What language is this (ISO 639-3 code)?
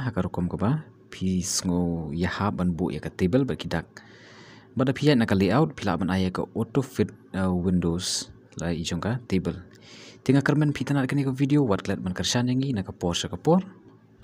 kha